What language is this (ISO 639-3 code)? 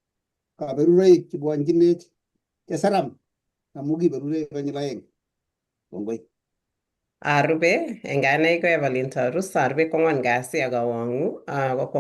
kln